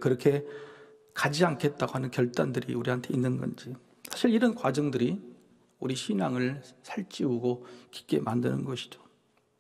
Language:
Korean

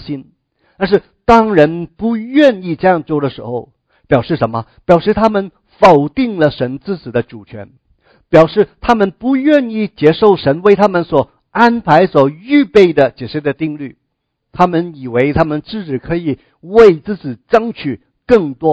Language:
Chinese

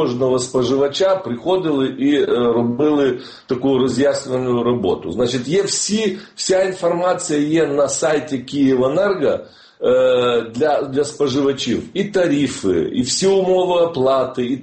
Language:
Ukrainian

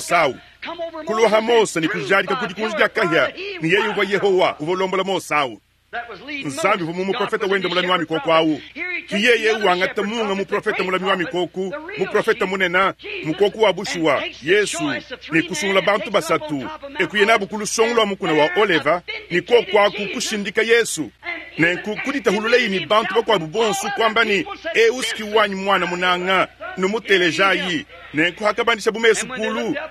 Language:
Luba-Lulua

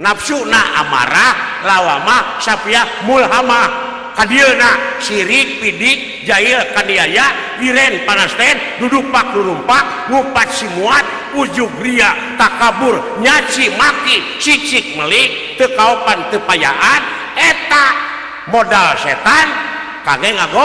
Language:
Sundanese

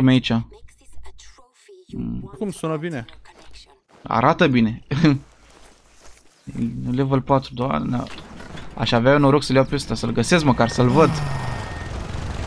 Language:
Romanian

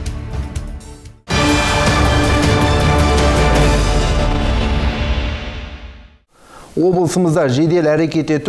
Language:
Kazakh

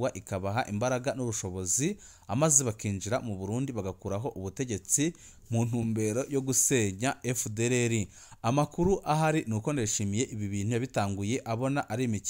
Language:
Rundi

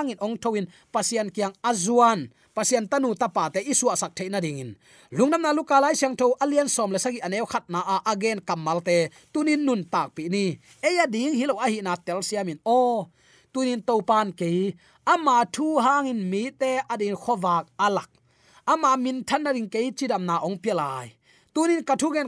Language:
Tedim Chin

